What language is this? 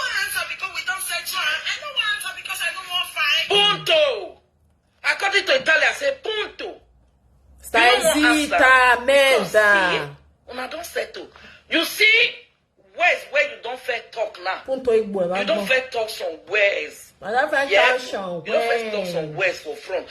Nigerian Pidgin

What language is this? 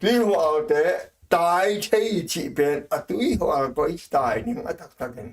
Tedim Chin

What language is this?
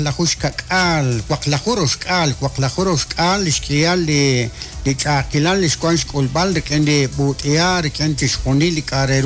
Kekchí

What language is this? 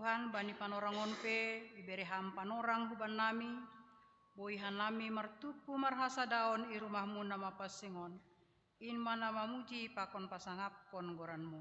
Batak Simalungun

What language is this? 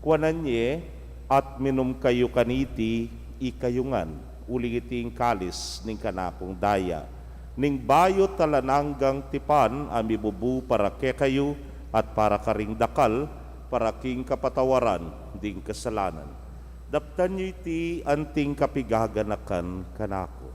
Pampanga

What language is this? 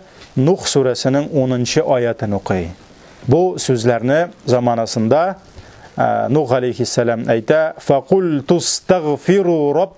Tatar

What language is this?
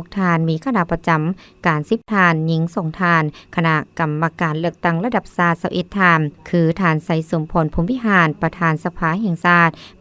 Lao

